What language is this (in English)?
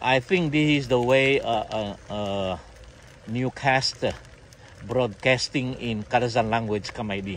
Central Dusun